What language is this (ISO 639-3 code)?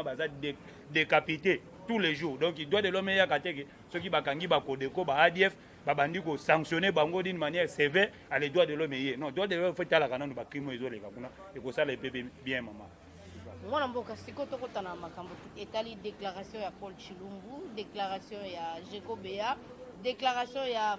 lin